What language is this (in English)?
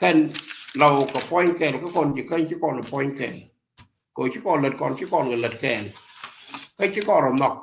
Nuer